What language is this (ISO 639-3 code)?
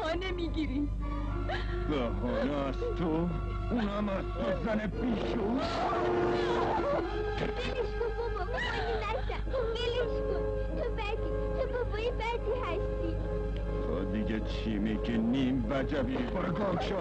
fas